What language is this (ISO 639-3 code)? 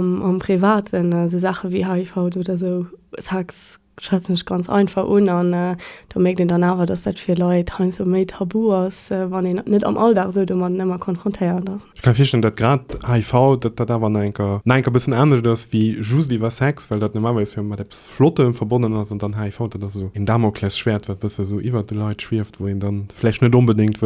ltz